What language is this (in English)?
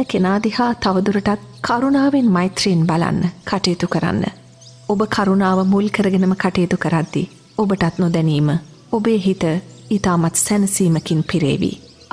Sinhala